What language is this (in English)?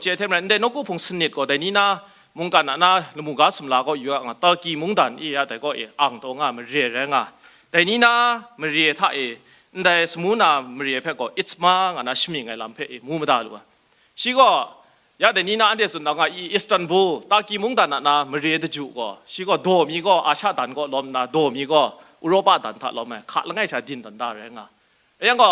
Kachin